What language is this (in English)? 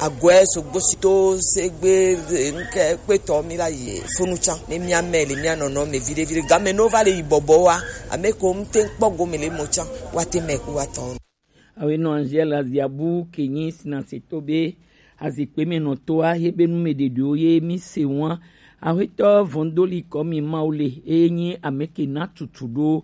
Gen